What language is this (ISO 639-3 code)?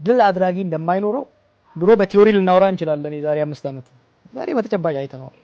amh